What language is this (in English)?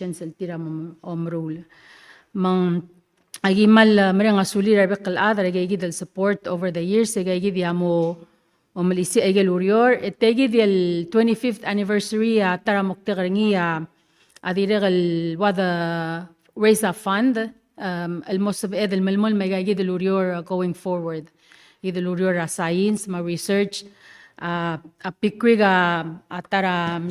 Palauan